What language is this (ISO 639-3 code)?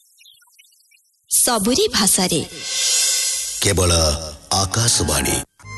ori